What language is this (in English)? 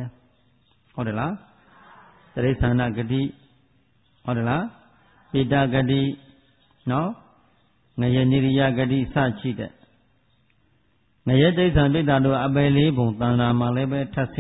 Burmese